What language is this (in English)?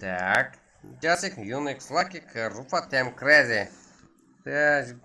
Kara-Kalpak